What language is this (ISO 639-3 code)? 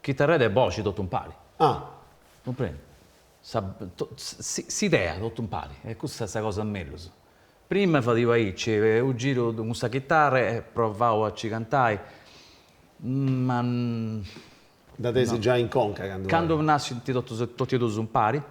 srd